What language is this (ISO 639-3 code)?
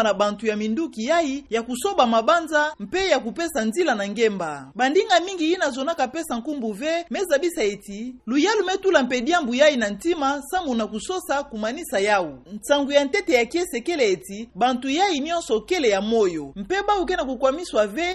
ktu